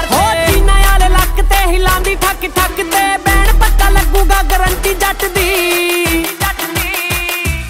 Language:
Punjabi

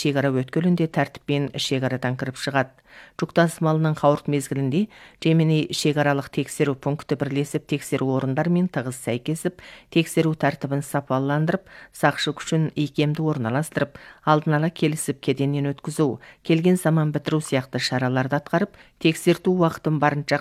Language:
Kazakh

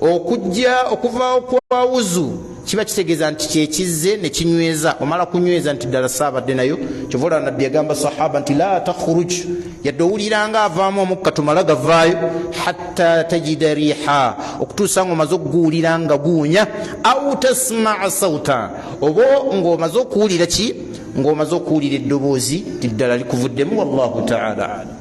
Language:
Ganda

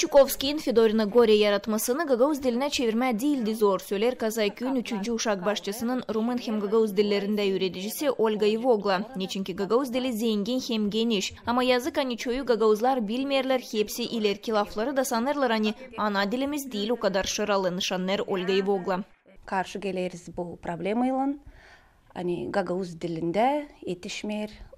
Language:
Gagauz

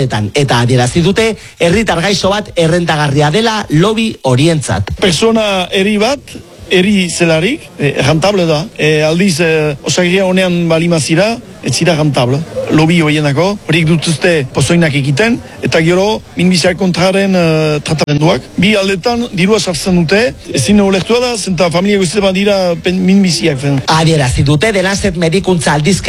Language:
Basque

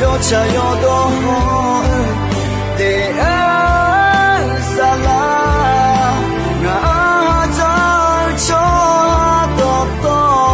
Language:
Akha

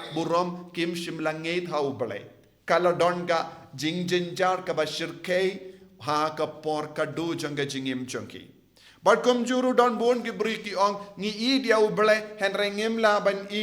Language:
Khasi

